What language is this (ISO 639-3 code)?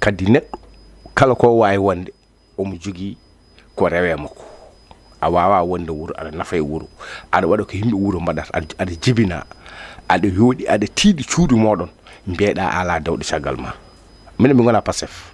ful